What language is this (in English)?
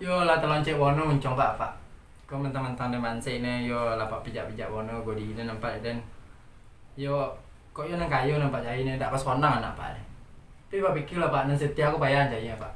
Minangkabau